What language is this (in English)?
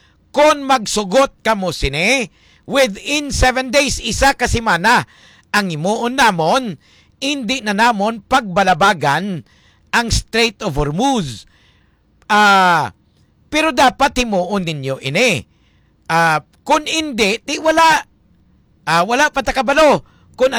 Hiligaynon